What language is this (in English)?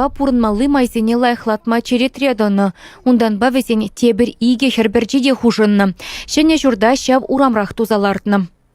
Chuvash